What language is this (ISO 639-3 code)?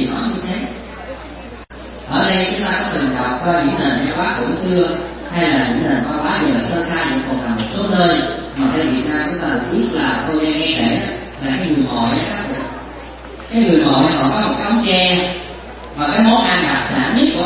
vie